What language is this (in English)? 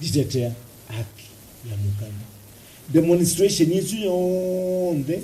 Kamba